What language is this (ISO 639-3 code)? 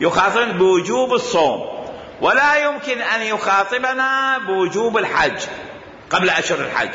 acm